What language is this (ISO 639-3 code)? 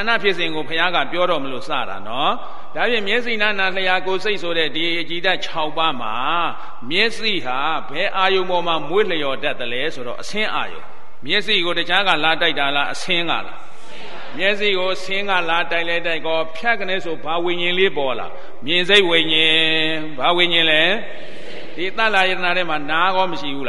mya